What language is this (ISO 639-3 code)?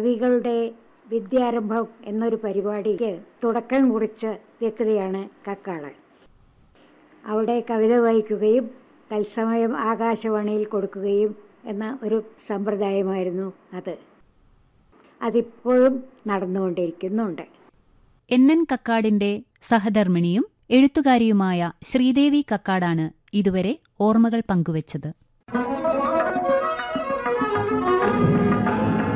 mal